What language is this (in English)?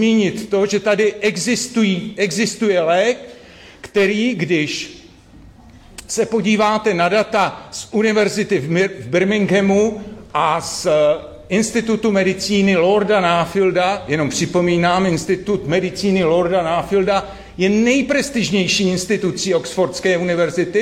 Czech